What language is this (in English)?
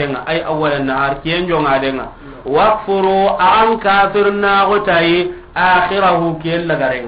Soninke